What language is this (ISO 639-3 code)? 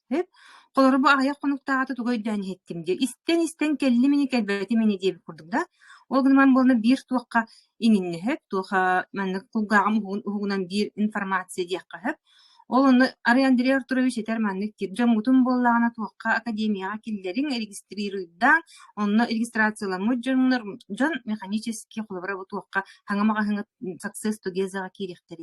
sah